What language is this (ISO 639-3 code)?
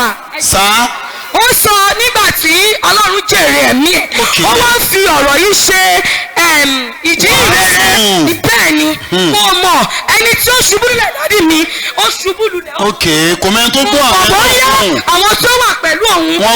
yor